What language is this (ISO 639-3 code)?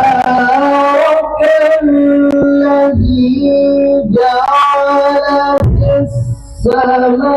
mad